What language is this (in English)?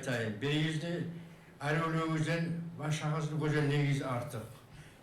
Kumyk